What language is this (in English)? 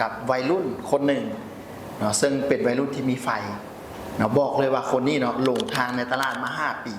Lao